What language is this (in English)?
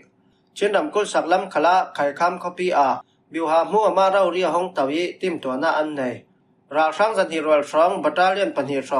Falam Chin